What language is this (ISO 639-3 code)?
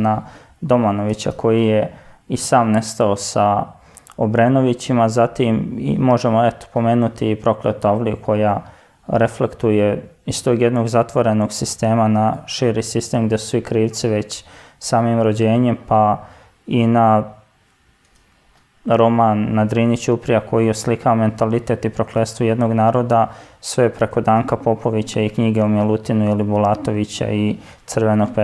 srp